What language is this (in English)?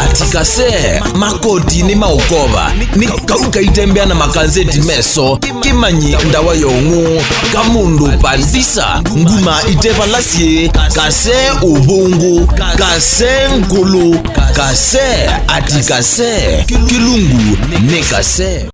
Kamba